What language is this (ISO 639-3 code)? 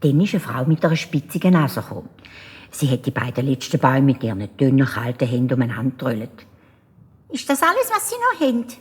gsw